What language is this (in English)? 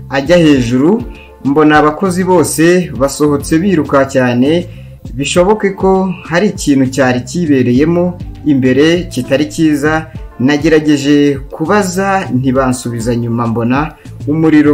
Kinyarwanda